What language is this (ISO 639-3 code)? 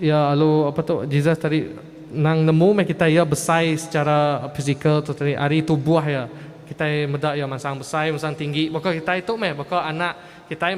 iba